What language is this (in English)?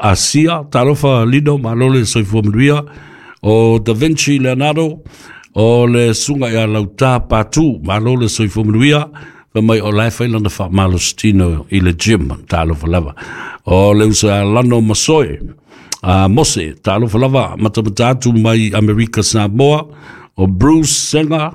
Samoan